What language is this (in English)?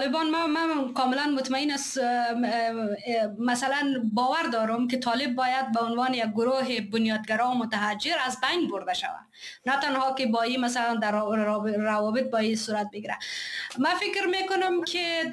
Persian